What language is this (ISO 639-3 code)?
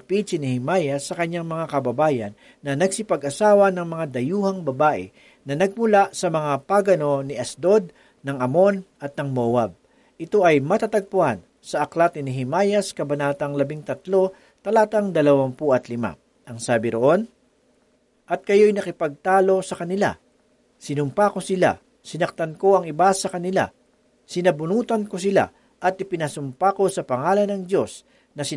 fil